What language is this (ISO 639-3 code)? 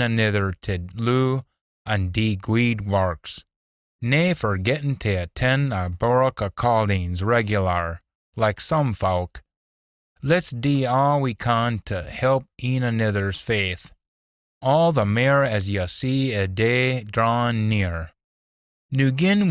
sco